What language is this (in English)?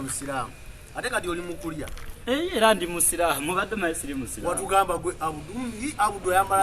Ganda